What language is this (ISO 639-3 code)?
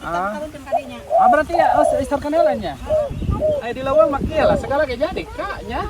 sun